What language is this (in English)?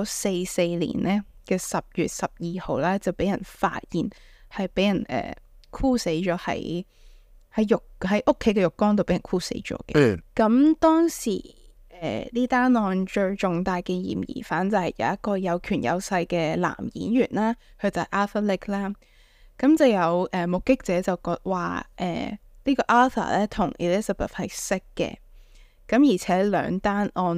Cantonese